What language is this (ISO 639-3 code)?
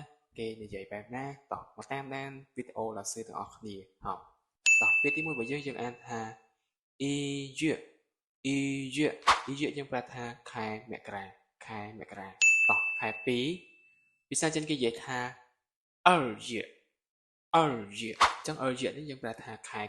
khm